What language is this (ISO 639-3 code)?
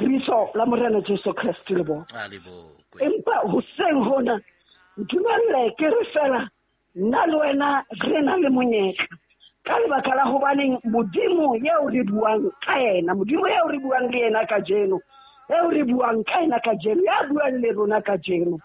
sot